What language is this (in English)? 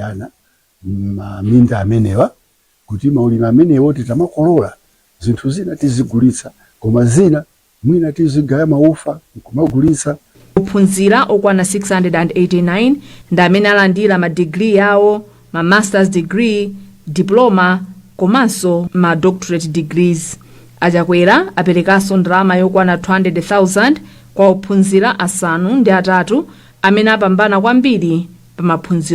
Nyanja